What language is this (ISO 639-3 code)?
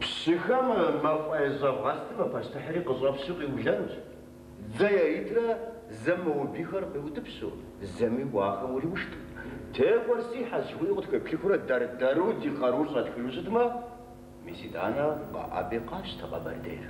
kbd